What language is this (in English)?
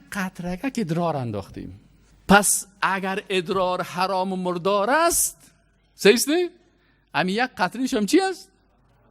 Persian